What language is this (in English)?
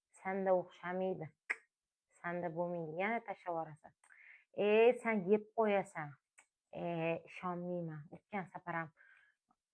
Uzbek